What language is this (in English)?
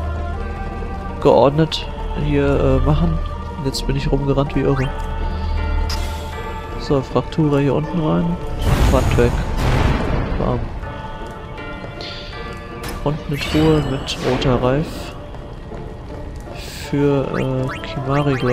German